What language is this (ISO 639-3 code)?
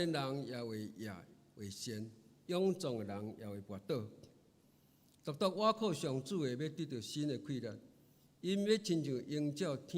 nan